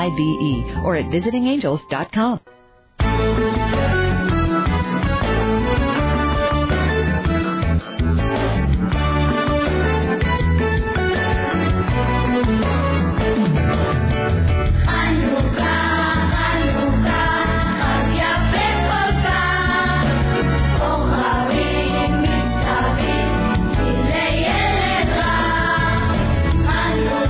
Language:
English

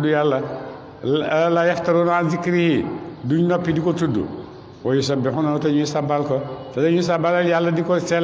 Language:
Wolof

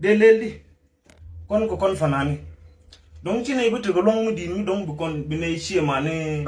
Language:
Nuer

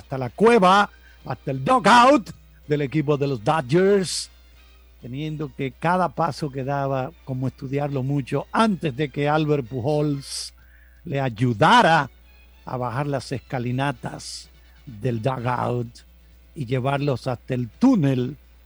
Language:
Spanish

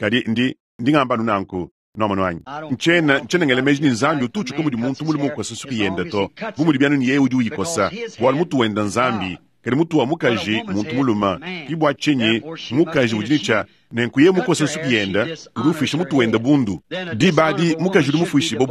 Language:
Luba-Lulua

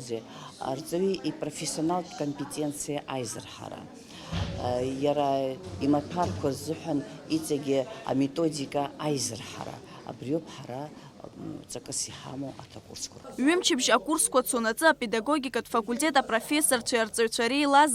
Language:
Abkhazian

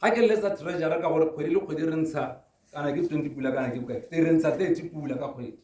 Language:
Tswana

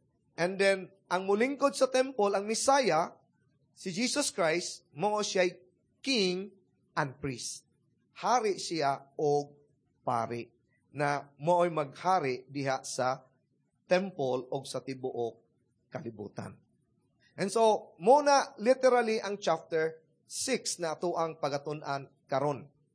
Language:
Cebuano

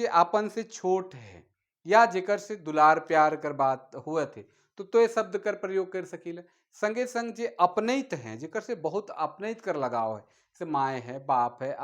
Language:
Sadri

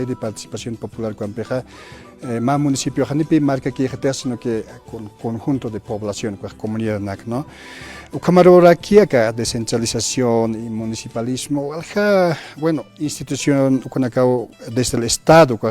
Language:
Aymara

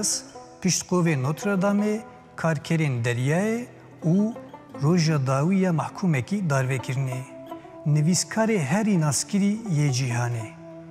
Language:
Kurdish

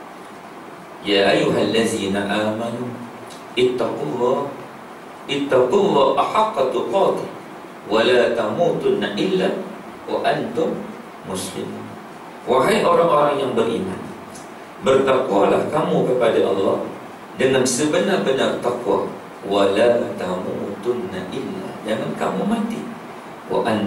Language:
Malay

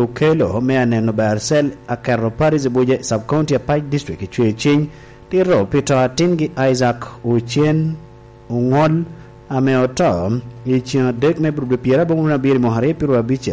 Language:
Lango (Uganda)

